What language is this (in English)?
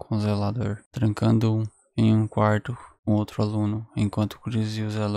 Portuguese